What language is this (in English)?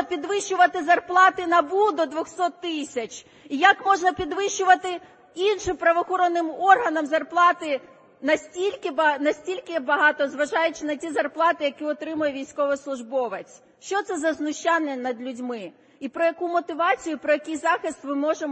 Ukrainian